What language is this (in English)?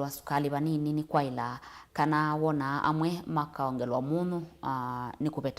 Kamba